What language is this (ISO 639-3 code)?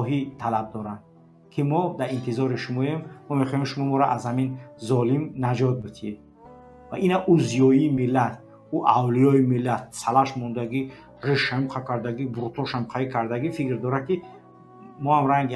fas